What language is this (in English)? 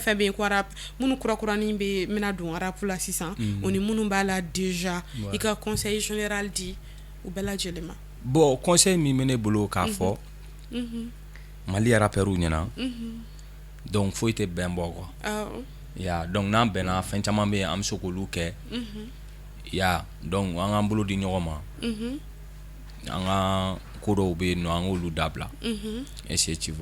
Bambara